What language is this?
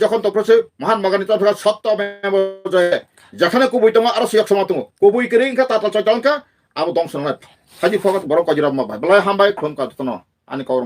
Kok Borok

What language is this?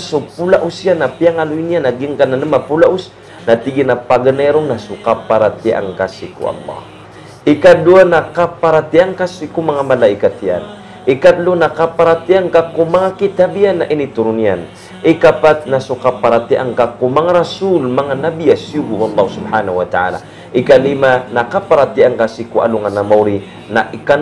Maranao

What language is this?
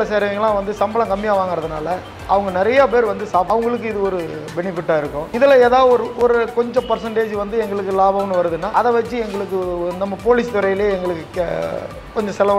Tamil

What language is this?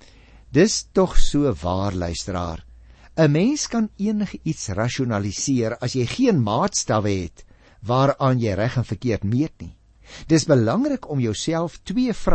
Afrikaans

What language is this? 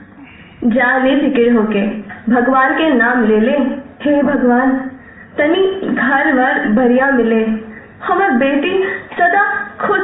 Magahi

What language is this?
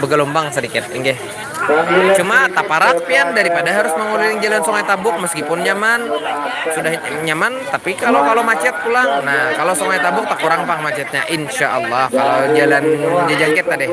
Banjar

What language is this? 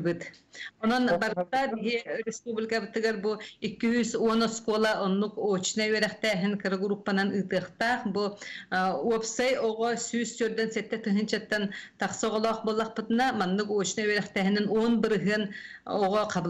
Yakut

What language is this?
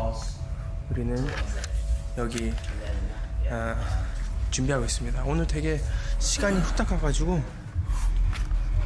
Korean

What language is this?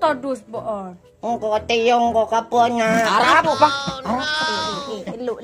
Madurese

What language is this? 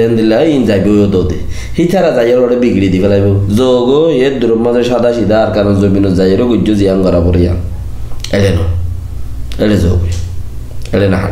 Rohingya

